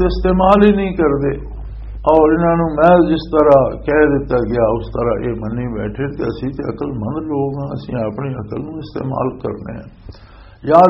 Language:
Western Panjabi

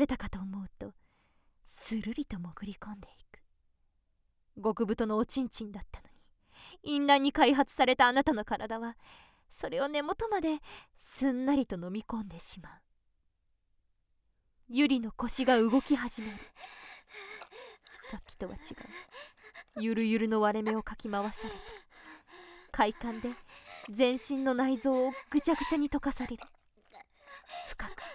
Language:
Japanese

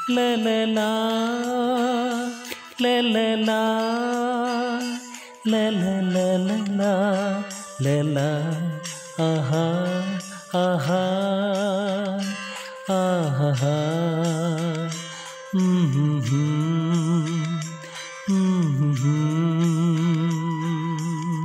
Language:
Malayalam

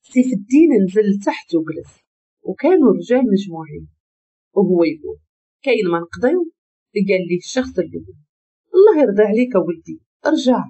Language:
Moroccan Arabic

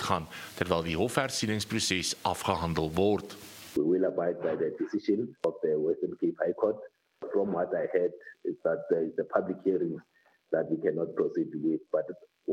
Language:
Afrikaans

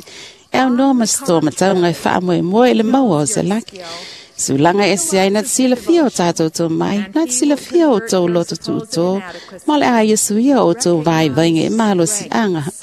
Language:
Samoan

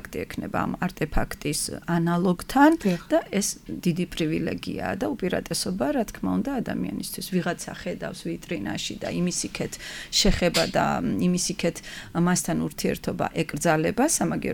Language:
Georgian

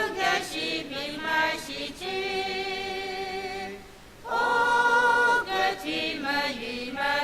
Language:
Tangkhul Naga (India)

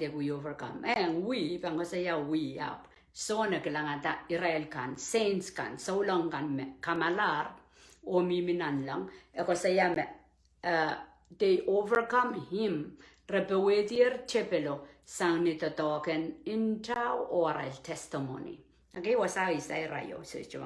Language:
Pohnpeian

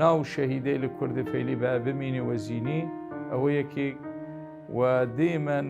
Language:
Southern Kurdish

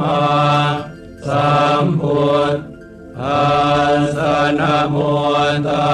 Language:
Pali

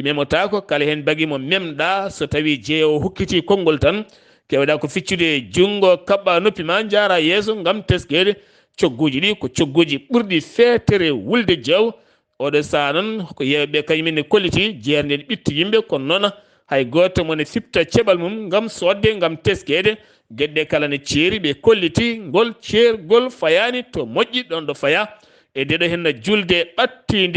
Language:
Fula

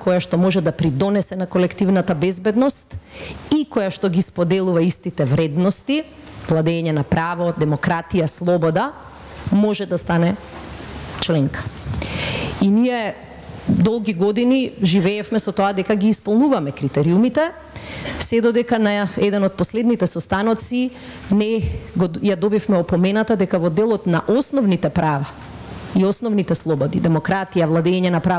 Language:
Macedonian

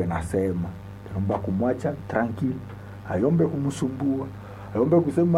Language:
Swahili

